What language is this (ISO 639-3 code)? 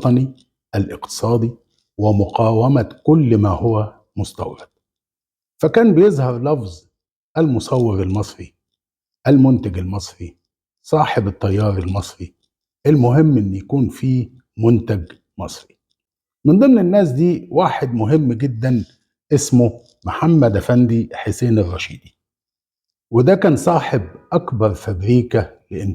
arz